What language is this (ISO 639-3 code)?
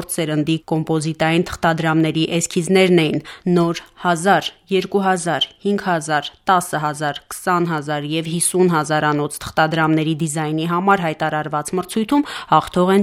hye